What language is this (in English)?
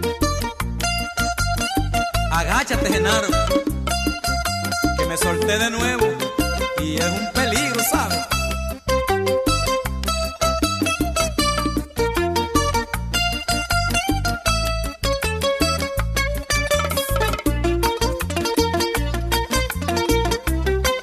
Spanish